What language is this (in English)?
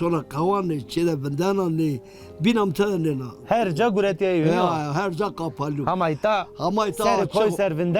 Zaza